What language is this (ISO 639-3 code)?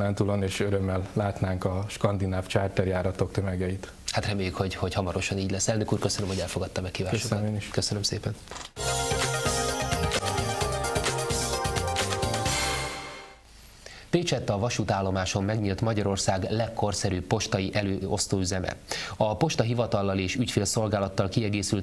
hun